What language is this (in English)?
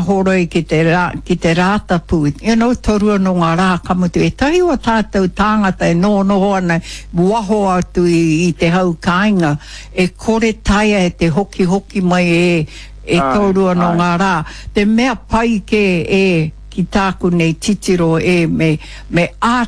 Māori